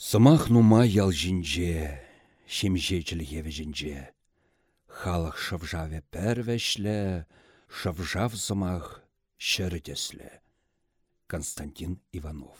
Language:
Chuvash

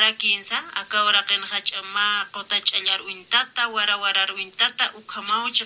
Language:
Aymara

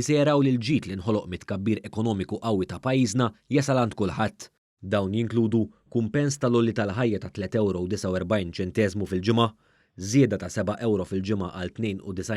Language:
Maltese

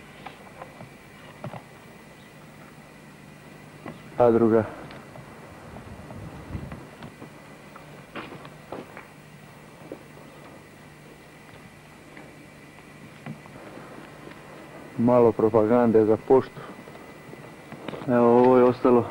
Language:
Croatian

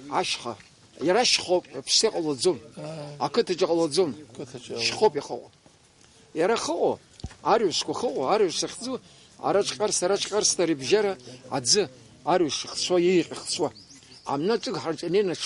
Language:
Abkhazian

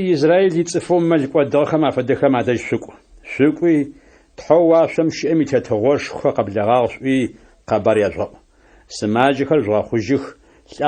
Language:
Adyghe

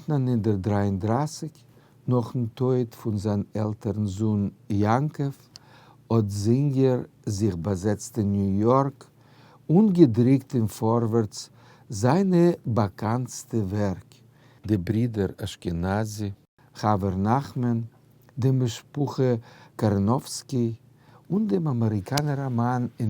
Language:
Yiddish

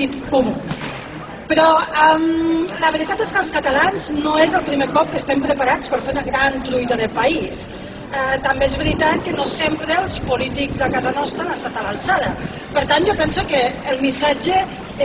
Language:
Catalan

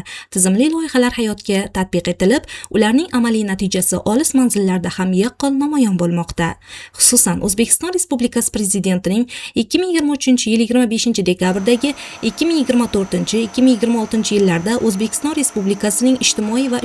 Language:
Uzbek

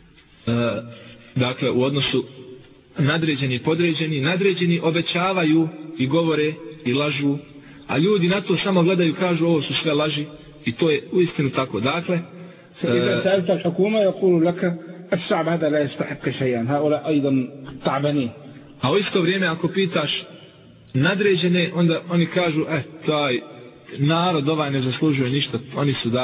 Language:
Bosnian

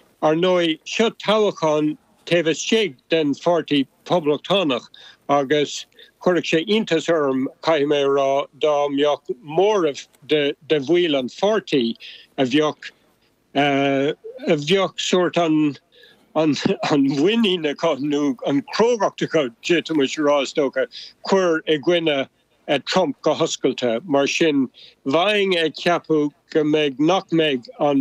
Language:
Irish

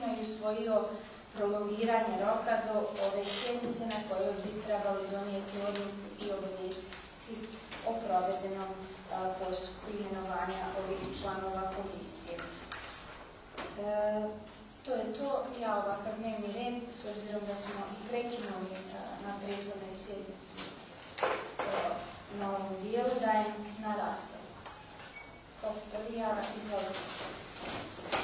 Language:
Bosnian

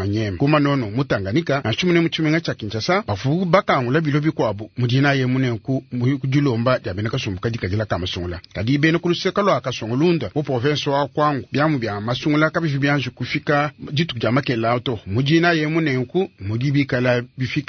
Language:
Luba-Lulua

